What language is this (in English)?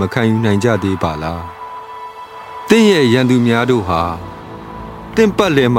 Burmese